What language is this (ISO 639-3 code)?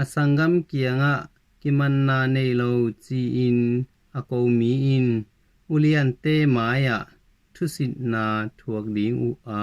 ctd